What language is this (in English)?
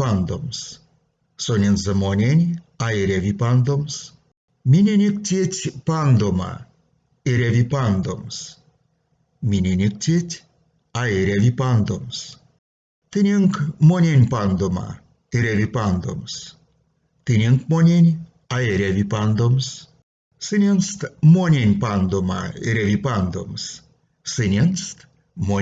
Erzya